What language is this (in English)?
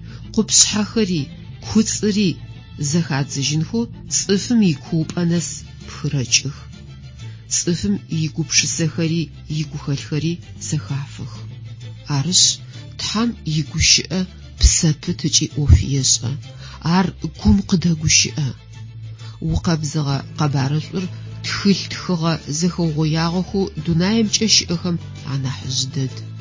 Adyghe